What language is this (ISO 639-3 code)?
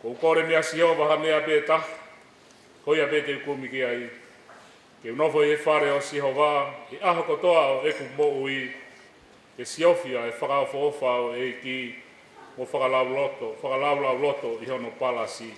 ton